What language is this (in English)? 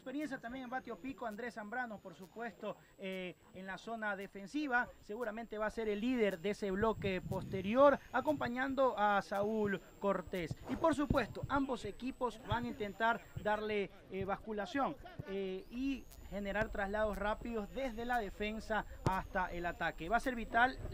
Spanish